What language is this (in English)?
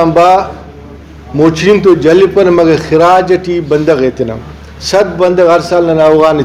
Brahui